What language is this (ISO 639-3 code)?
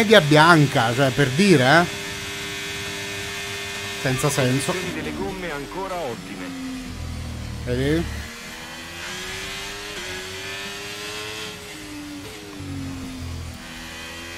ita